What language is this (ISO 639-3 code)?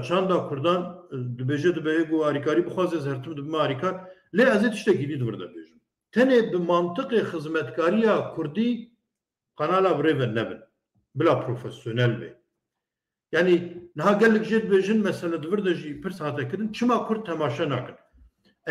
kur